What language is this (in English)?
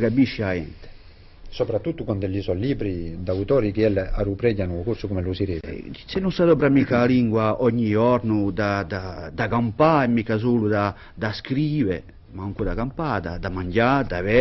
Corsican